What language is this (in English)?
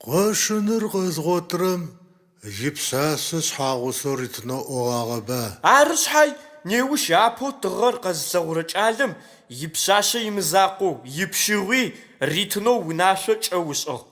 Adyghe